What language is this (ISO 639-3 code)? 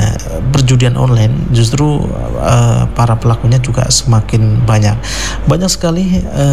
ind